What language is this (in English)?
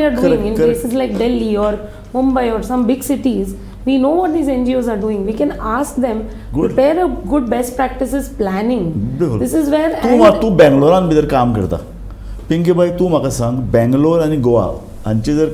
Konkani